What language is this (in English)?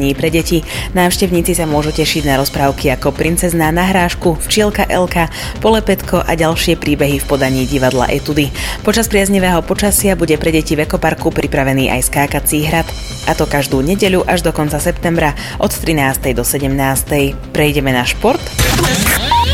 Slovak